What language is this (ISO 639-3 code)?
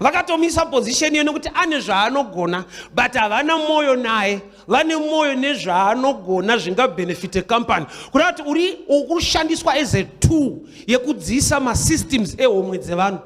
sna